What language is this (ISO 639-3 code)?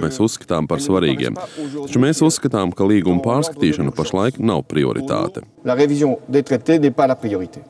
lav